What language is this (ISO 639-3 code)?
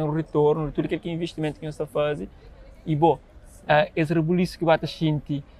kea